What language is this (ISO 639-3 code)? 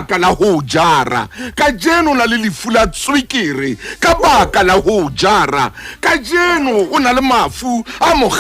sot